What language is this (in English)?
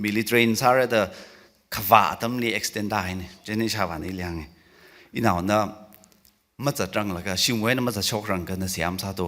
Tangkhul Naga (India)